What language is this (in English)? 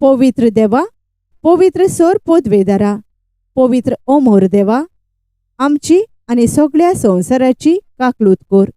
Konkani